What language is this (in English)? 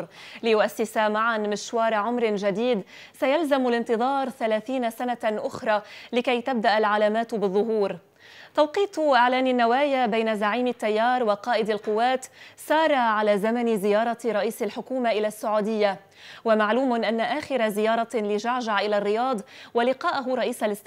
Arabic